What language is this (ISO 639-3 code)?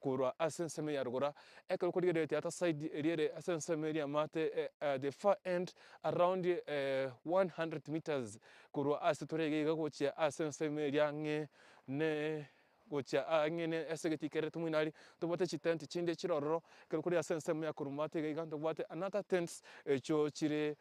guz